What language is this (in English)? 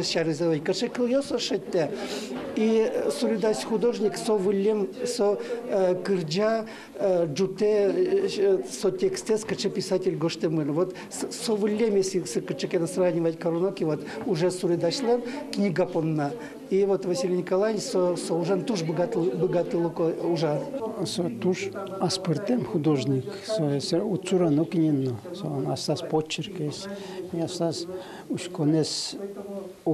Udmurt